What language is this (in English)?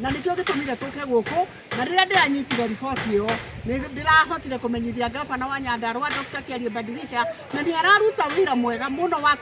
Kikuyu